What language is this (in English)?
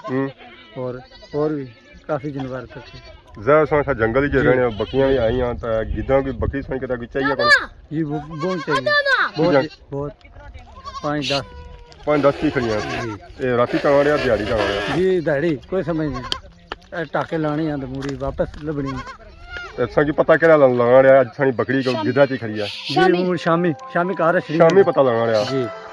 Pahari-Potwari